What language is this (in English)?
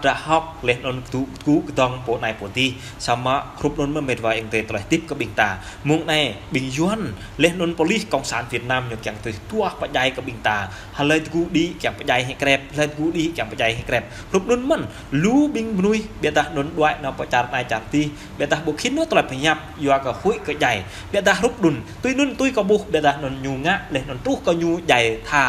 Jarai